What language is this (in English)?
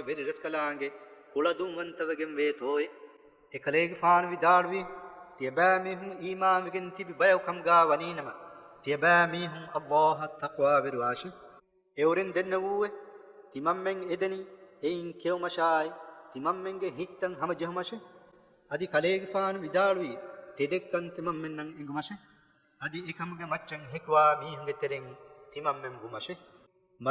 Divehi